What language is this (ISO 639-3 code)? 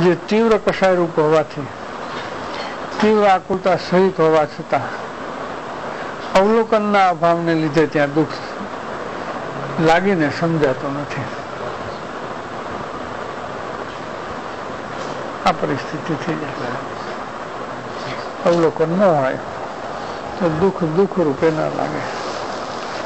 guj